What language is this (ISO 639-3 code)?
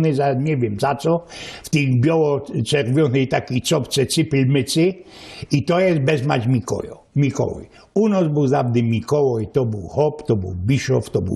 szl